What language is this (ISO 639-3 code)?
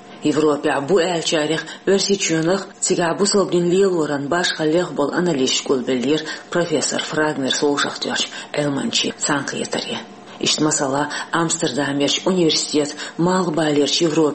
che